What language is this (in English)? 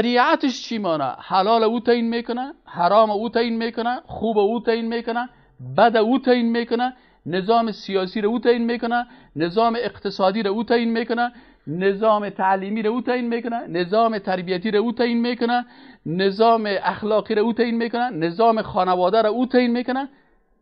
Persian